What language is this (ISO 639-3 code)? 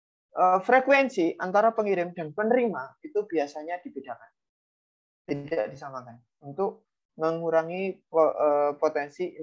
ind